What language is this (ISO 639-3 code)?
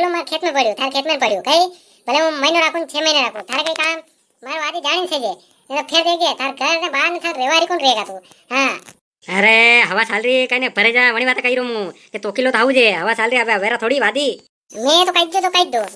raj